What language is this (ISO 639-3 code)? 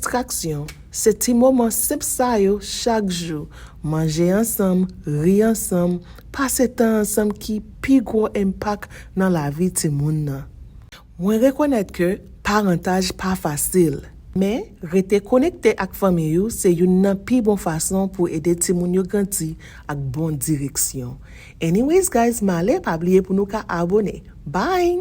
hat